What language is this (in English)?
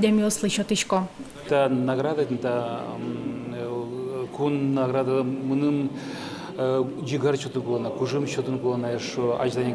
Udmurt